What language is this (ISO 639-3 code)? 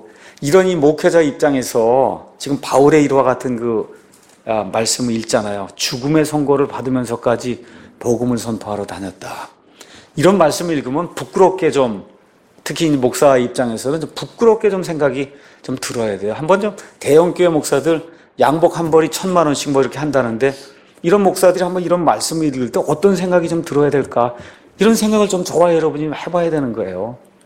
kor